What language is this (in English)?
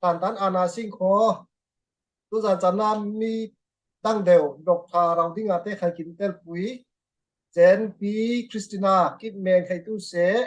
Falam Chin